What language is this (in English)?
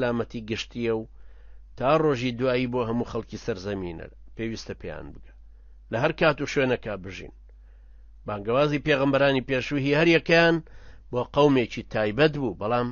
Central Kurdish